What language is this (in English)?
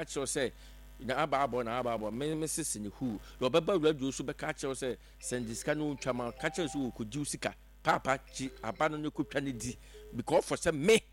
Akan